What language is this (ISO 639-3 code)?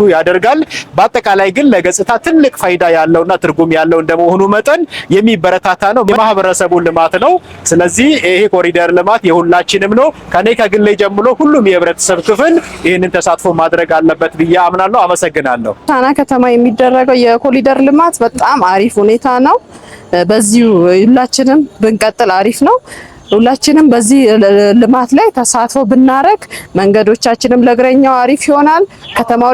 amh